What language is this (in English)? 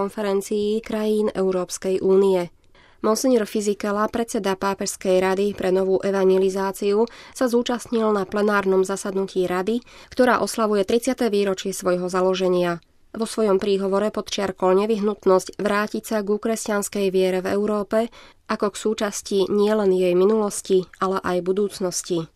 Slovak